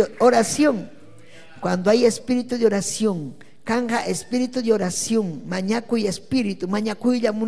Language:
Ayacucho Quechua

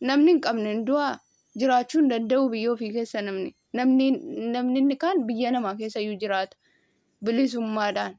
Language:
Oromo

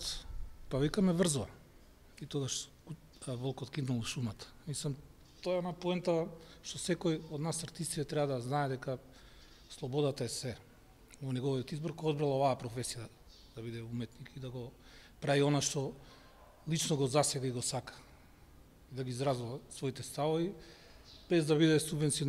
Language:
Macedonian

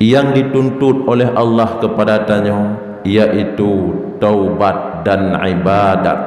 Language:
Achinese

